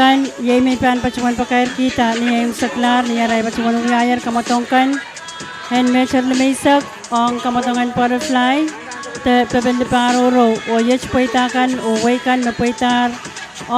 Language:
Pohnpeian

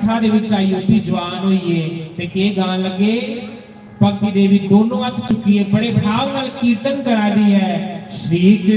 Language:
Dogri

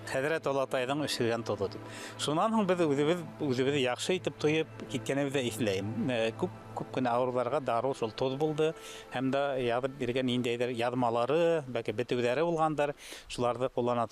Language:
Bashkir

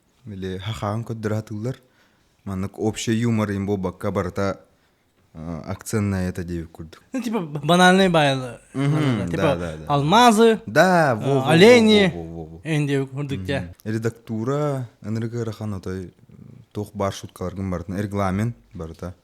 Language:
Yakut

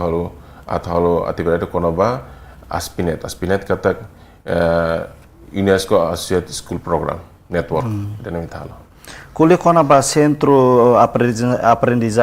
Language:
Tetum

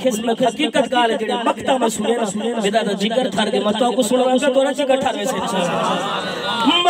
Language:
Saraiki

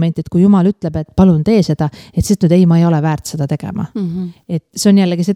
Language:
Estonian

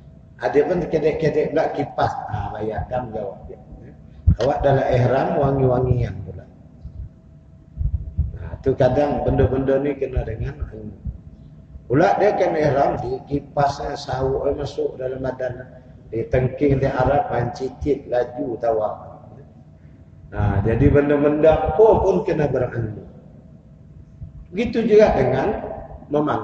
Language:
Malay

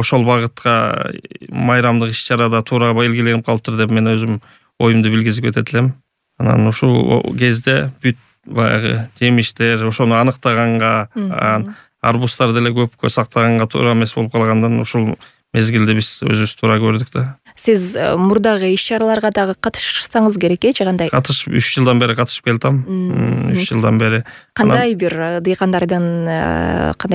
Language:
Kyrgyz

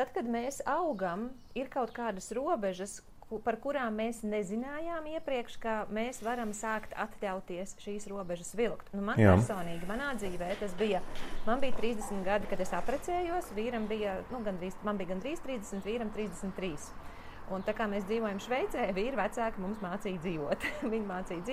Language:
Latvian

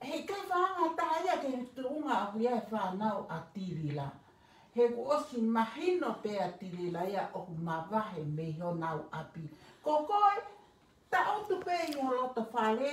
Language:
Tongan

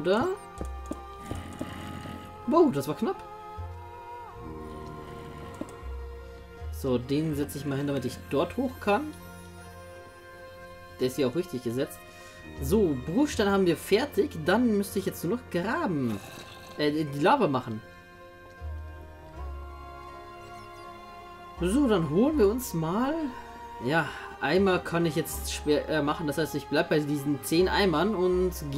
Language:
German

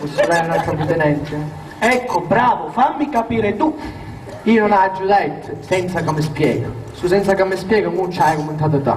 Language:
Sicilian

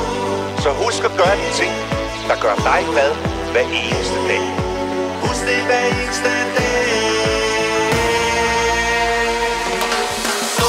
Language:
Danish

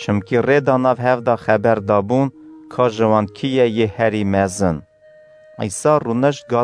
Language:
Kurdish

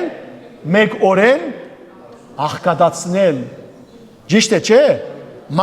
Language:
Western Armenian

